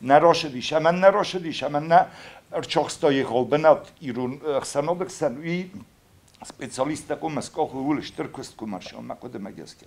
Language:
Ossetic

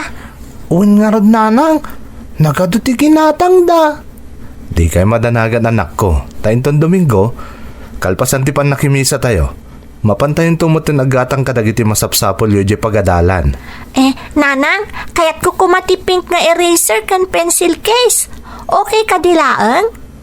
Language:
Iloko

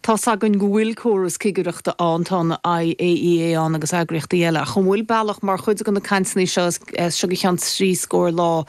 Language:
Irish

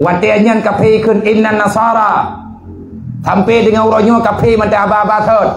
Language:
Achinese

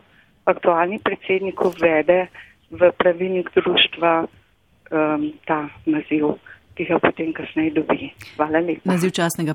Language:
Slovenian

